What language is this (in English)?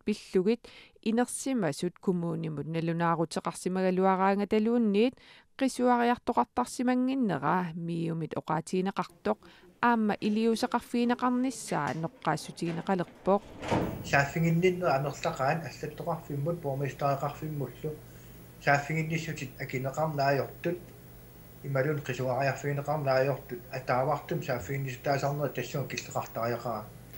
Kalaallisut